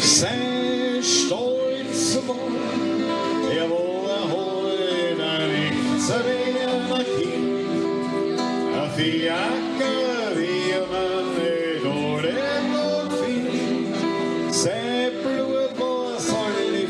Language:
Bavarian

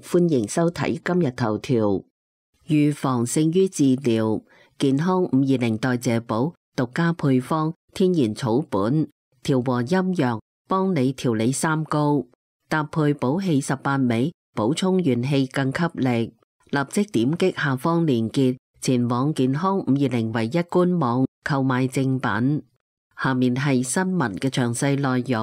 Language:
Cantonese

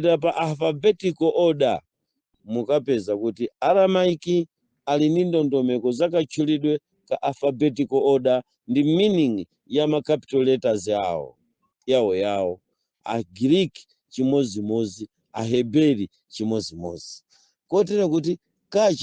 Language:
Nyanja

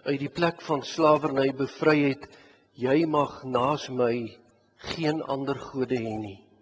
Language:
Afrikaans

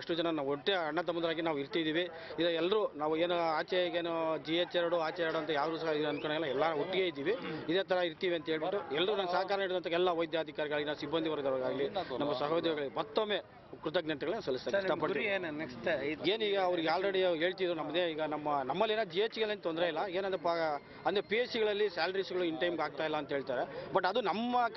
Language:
Kannada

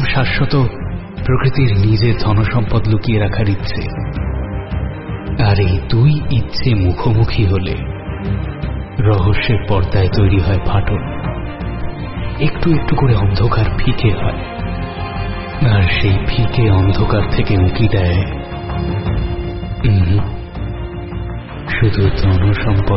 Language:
Bangla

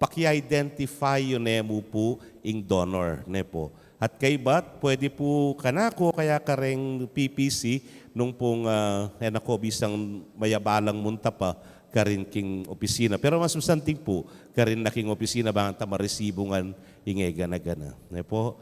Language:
Pampanga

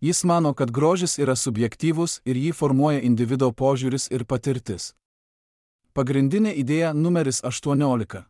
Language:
Lithuanian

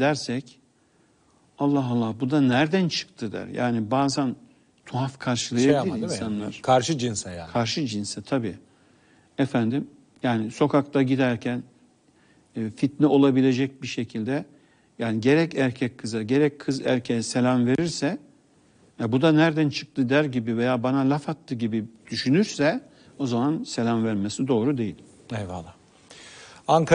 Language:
Turkish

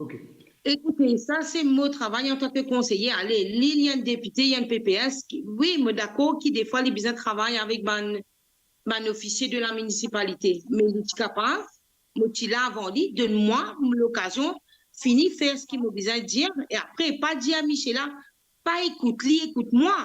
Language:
Morisyen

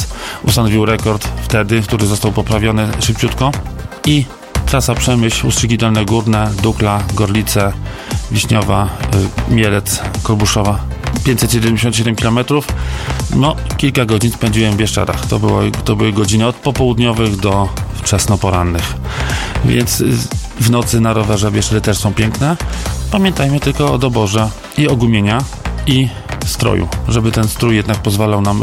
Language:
Polish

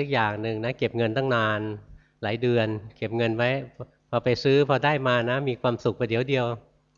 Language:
Thai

